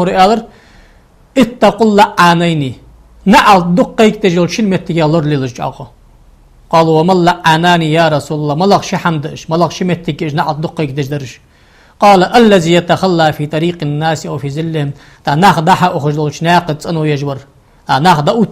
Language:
Ingush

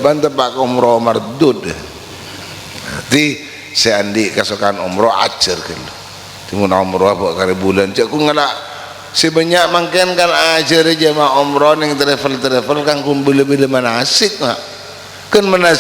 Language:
Madurese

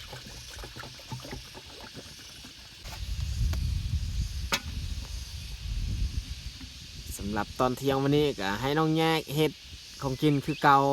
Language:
Lao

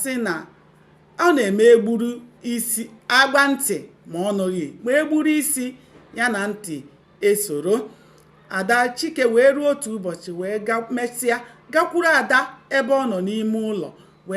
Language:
Igbo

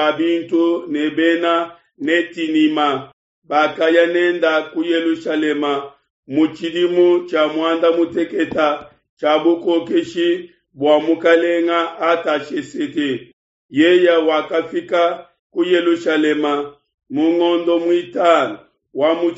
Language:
Luba-Lulua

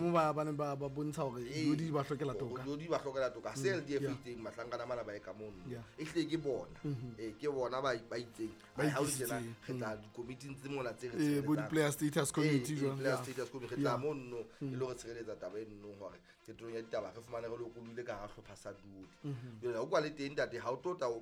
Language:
Southern Sotho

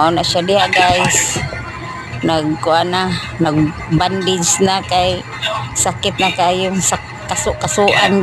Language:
Cebuano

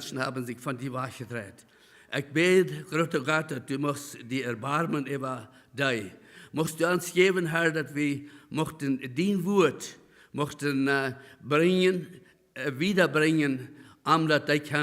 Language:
Plautdietsch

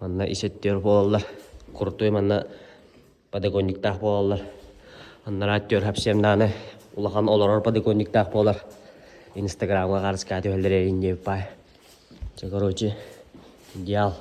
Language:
Yakut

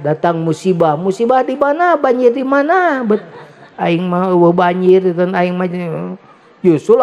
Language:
Sundanese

